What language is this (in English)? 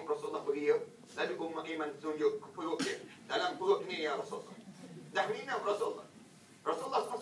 Malay